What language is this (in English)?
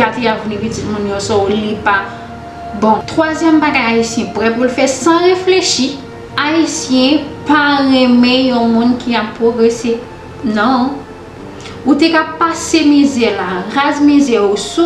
Haitian Creole